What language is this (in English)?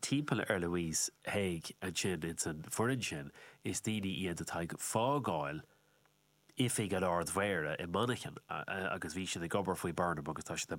Irish